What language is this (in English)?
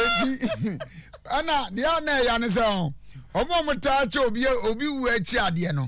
Akan